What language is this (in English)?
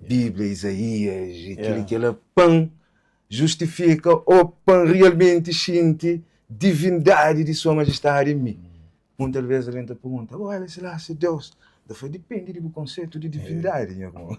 Kabuverdianu